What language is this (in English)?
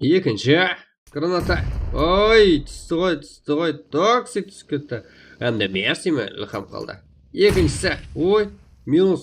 Kara-Kalpak